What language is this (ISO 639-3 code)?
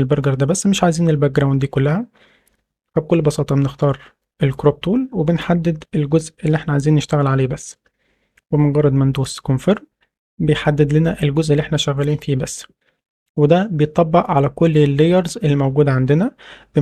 arz